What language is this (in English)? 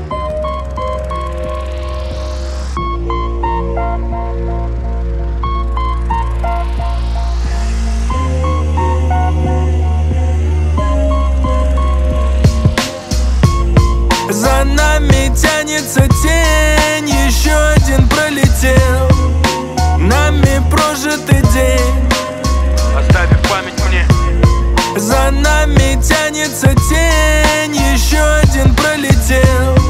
Russian